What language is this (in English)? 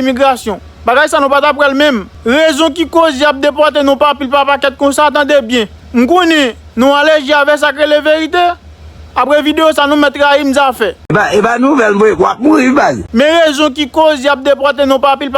Haitian Creole